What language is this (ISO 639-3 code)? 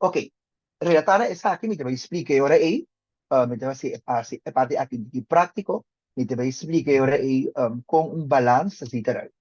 pap